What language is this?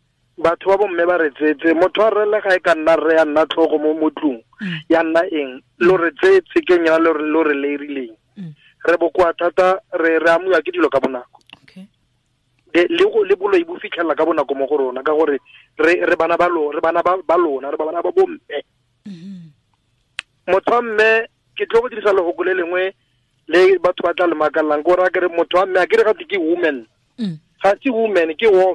Tswana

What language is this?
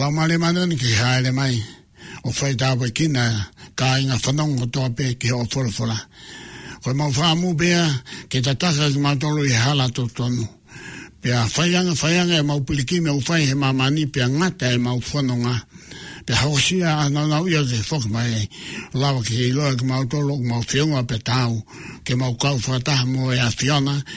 Tongan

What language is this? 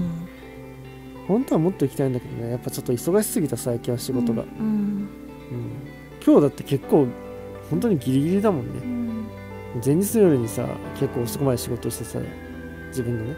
Japanese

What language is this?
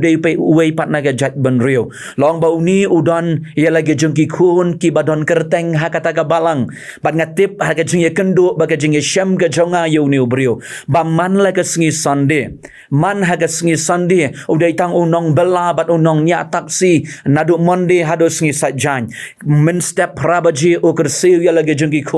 Khasi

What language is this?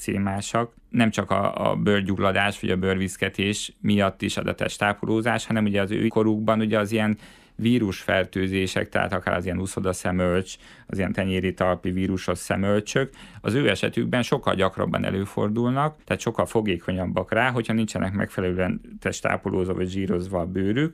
Hungarian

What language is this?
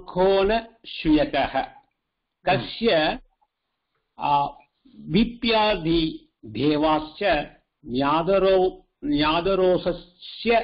Sanskrit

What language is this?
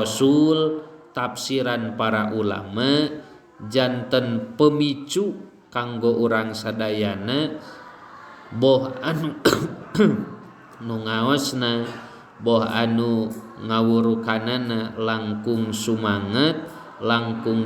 Sundanese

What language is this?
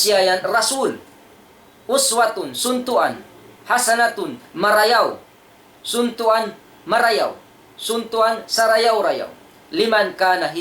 Tausug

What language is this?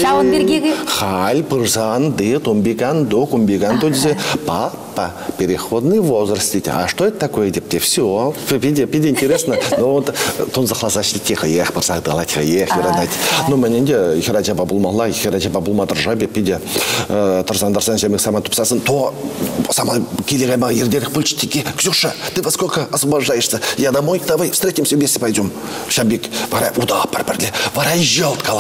Chuvash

